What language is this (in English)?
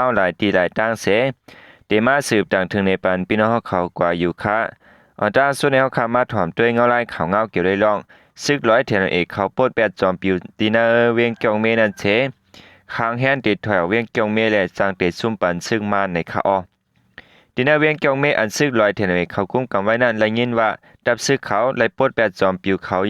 Shan